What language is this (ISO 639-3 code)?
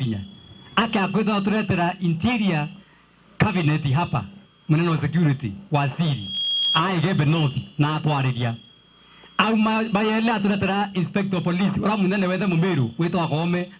mer